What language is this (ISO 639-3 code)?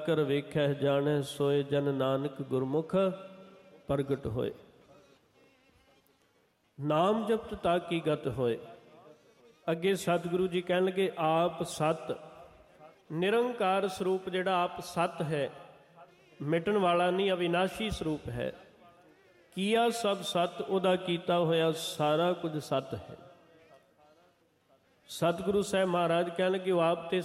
pan